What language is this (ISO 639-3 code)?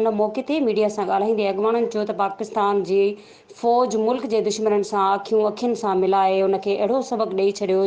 snd